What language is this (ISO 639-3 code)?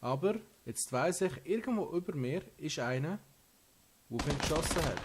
gsw